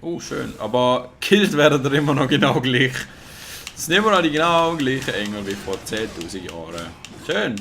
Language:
Swiss German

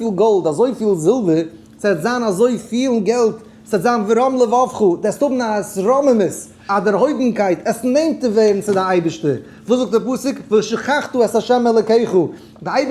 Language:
Yiddish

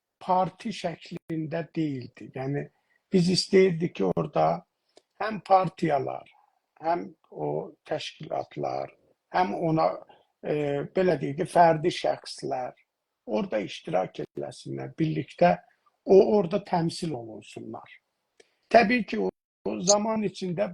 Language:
South Azerbaijani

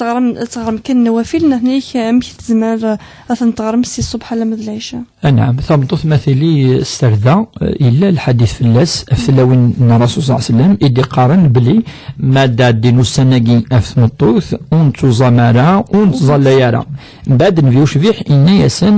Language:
Kabyle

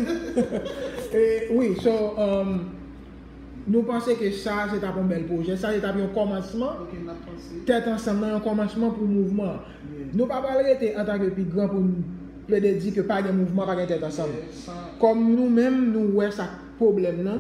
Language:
Haitian Creole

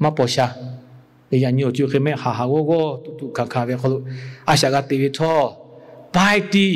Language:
Lahu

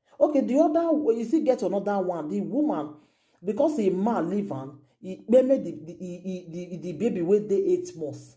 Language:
Nigerian Pidgin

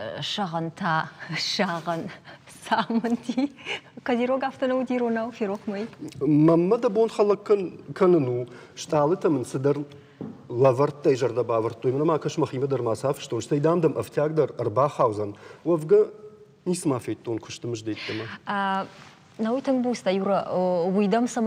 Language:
Ossetic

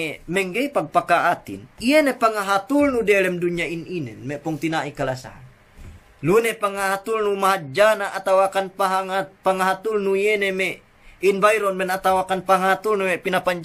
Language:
Yakan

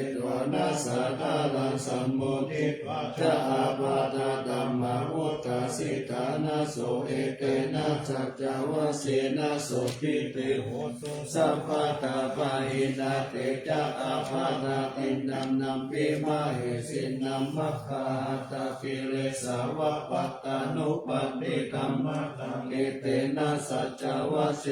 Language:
Pali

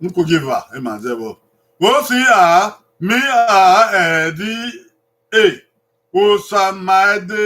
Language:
Bini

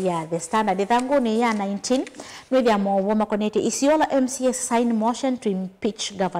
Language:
Kamba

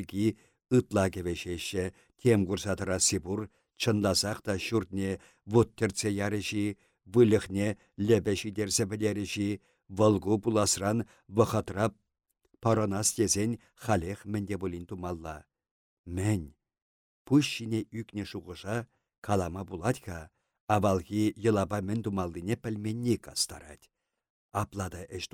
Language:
Chuvash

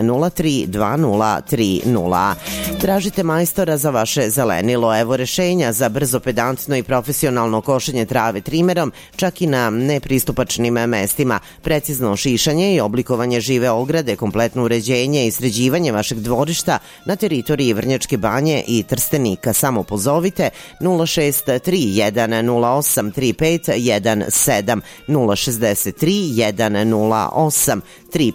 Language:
Serbian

